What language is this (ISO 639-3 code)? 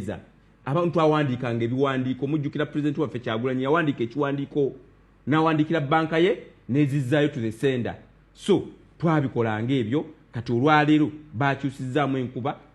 lug